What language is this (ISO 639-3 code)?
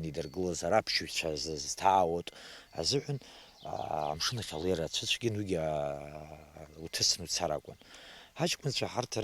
abk